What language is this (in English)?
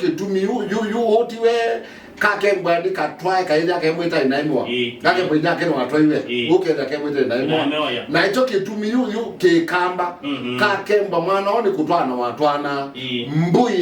Kamba